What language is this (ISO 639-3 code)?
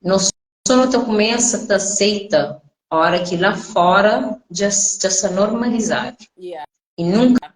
kea